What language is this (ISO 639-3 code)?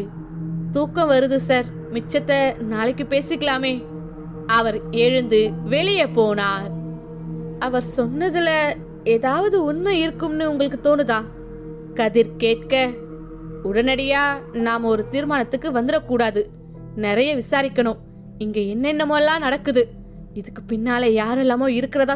tam